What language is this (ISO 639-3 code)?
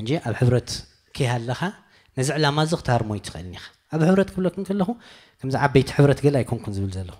tir